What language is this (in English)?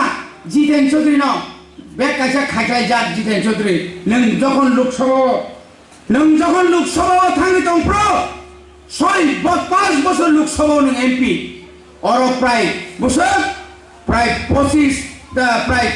Kok Borok